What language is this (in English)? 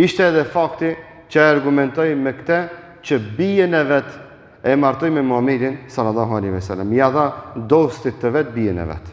Albanian